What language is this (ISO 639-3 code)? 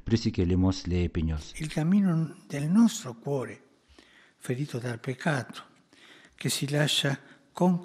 lit